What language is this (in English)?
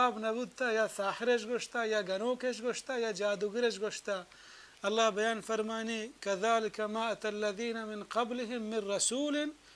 Baluchi